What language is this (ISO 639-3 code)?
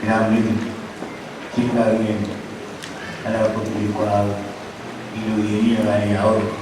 mah